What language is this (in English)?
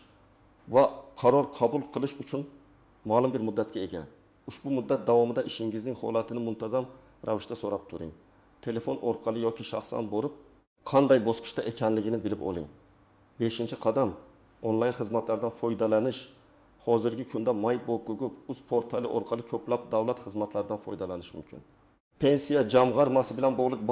Uzbek